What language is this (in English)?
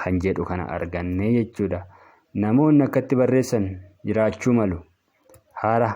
Oromo